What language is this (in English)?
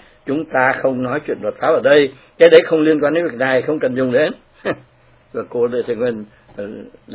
Vietnamese